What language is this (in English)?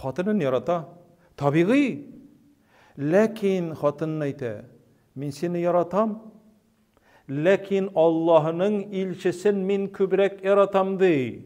Tatar